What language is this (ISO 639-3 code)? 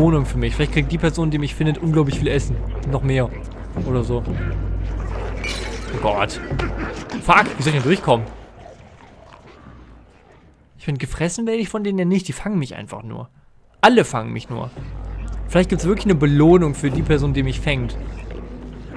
deu